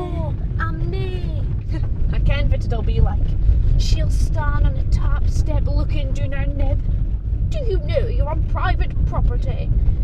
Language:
Scots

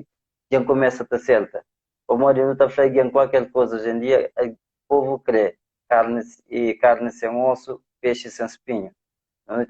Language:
Kabuverdianu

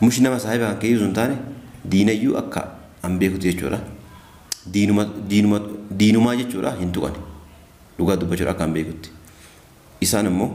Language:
Oromo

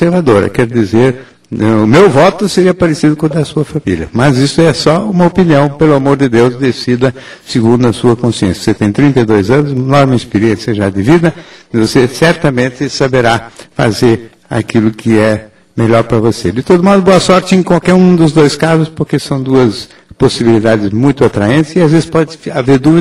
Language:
Portuguese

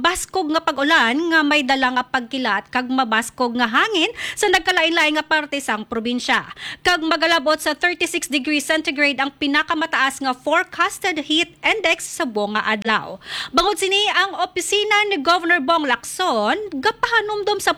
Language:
Hiligaynon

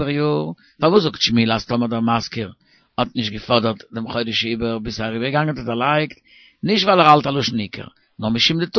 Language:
Yiddish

